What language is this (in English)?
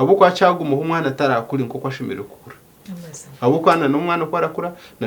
Nyankole